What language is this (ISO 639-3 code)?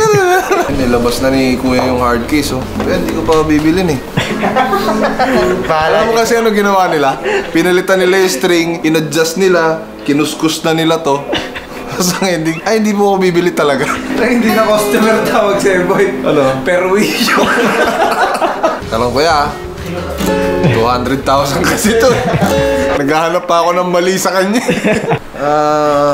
fil